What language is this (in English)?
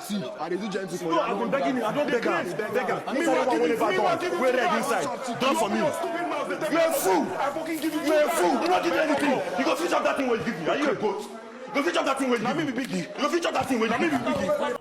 Nigerian Pidgin